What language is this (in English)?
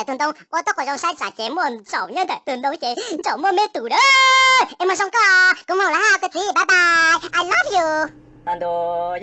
Hmong